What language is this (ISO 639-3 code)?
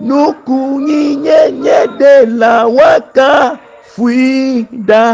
ewe